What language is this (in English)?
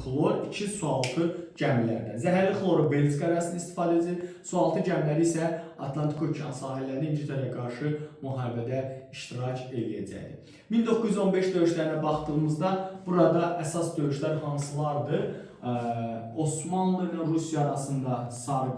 Azerbaijani